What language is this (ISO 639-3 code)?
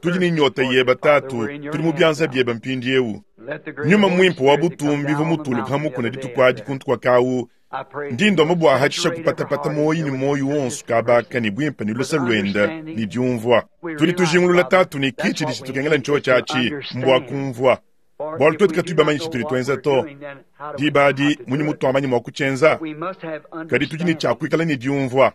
lua